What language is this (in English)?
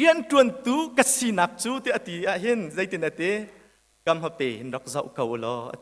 Hakha Chin